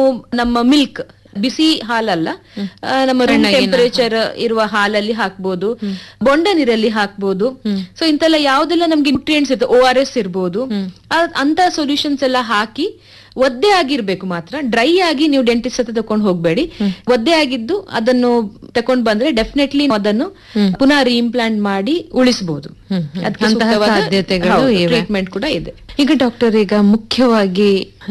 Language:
Kannada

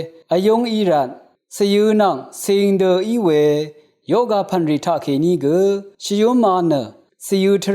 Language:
Rawang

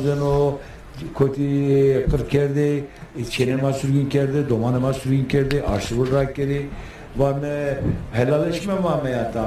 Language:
Zaza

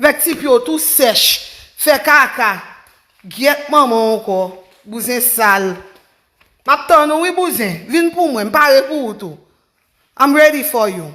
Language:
Haitian Creole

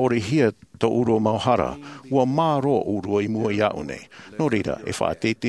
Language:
Tahitian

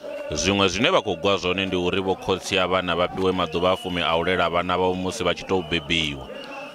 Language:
Venda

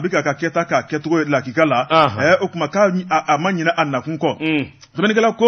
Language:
Bambara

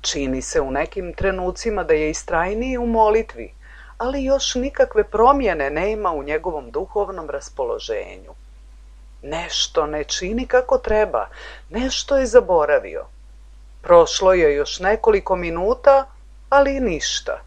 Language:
Serbian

